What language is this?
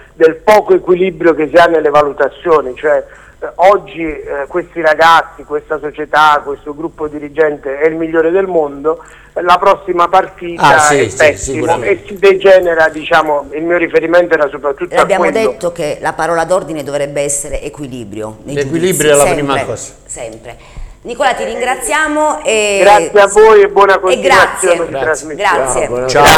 Italian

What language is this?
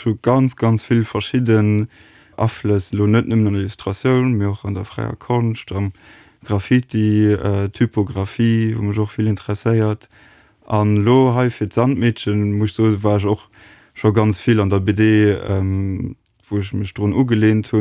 Luxembourgish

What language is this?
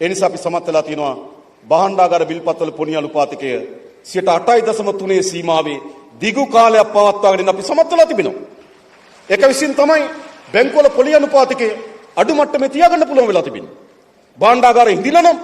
Sinhala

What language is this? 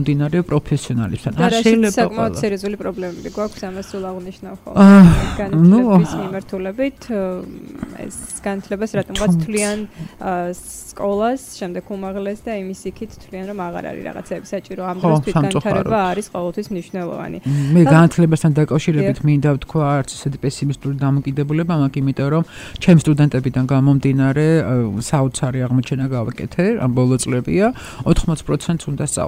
Georgian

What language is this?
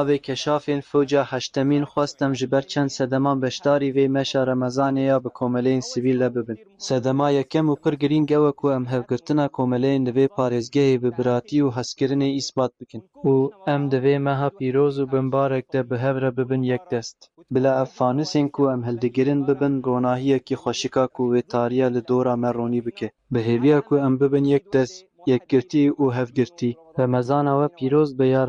Kurdish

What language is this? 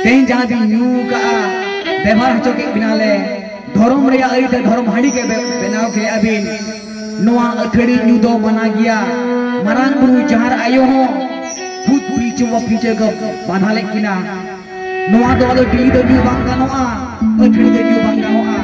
Santali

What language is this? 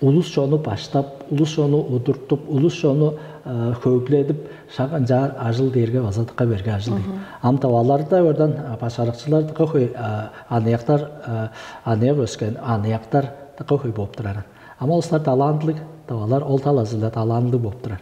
Tuvinian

